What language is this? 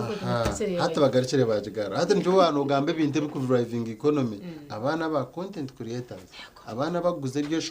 Nyankole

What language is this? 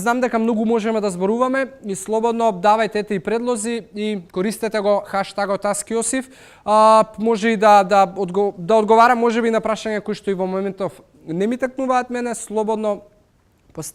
Macedonian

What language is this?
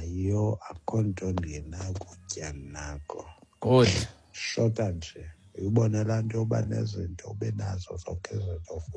Xhosa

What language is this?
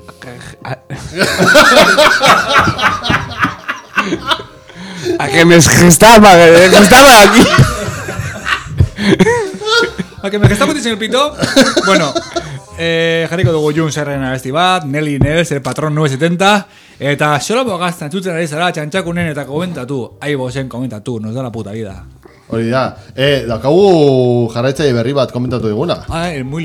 Basque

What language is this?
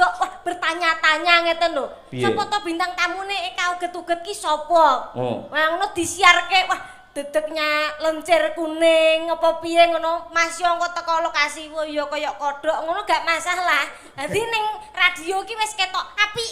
Javanese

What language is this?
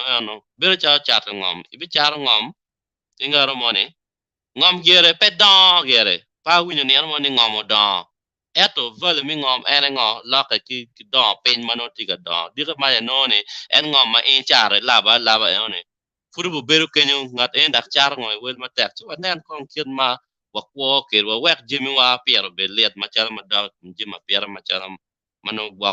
Acoli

